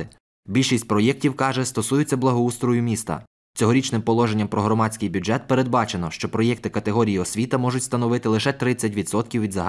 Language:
Ukrainian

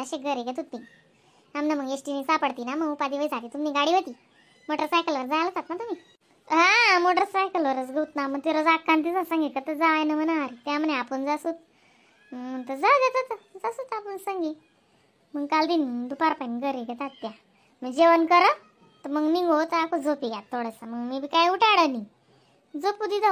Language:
Khandesi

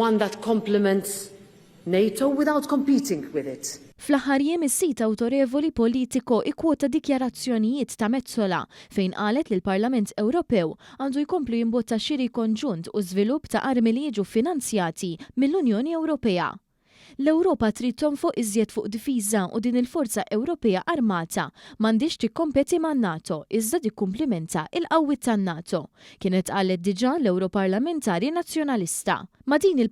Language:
Maltese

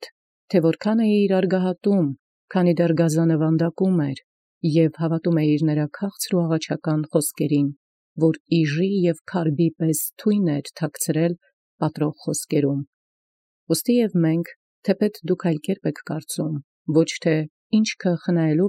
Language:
Armenian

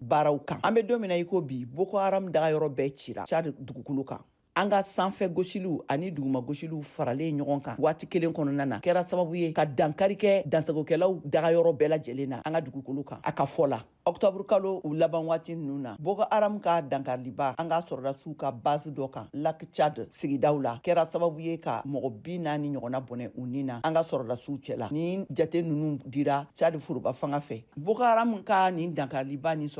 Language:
Bambara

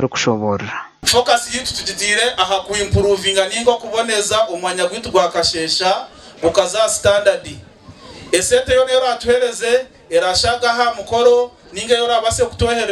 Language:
Nyankole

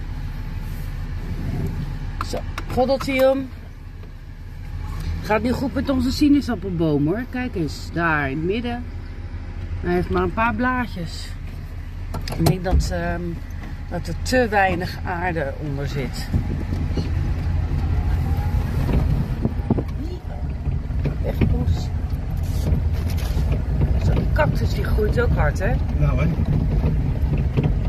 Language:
Dutch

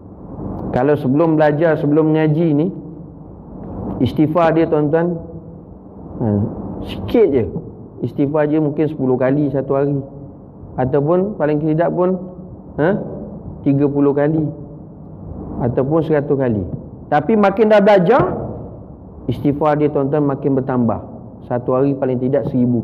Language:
Malay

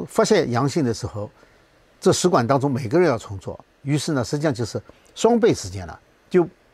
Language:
Chinese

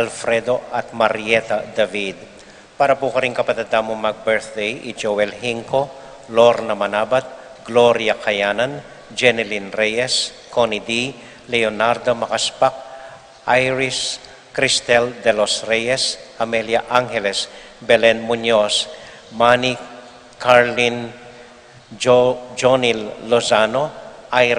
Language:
Pampanga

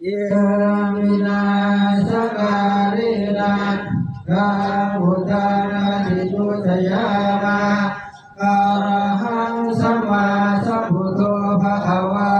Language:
Pali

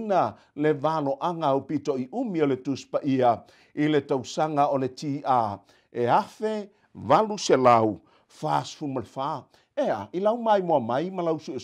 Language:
Samoan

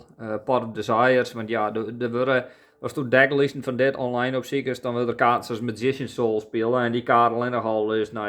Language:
Western Frisian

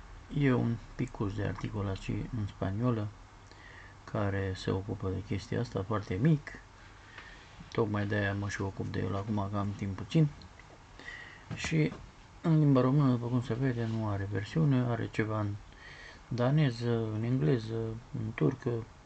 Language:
Romanian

